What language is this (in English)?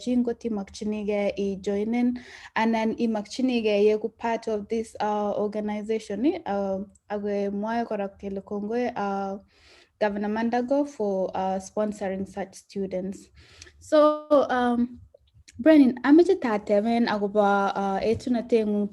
Kalenjin